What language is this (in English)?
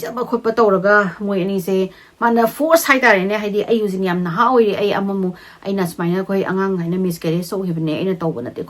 Manipuri